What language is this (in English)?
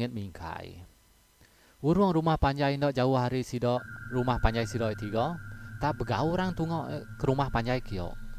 Iban